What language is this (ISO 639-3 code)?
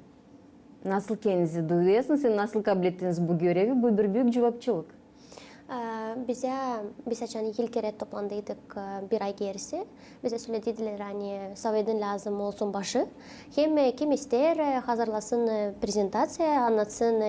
gag